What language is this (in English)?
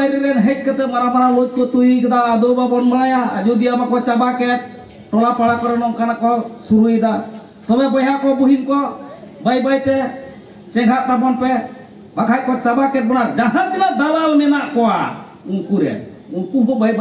Santali